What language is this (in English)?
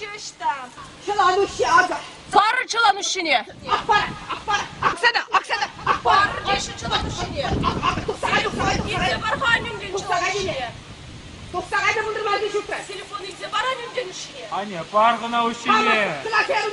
Chuvash